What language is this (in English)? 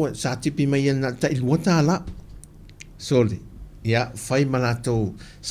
Samoan